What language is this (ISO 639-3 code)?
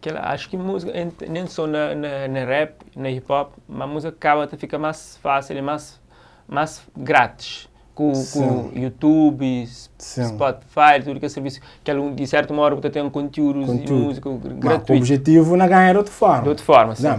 kea